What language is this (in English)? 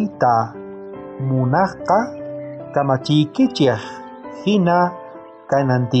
South Bolivian Quechua